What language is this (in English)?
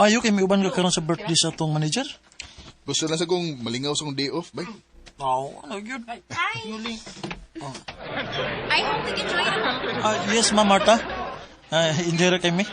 Cebuano